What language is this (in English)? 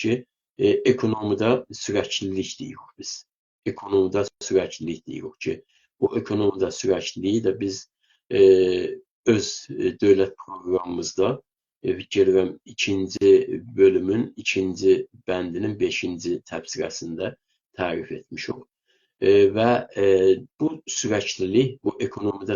South Azerbaijani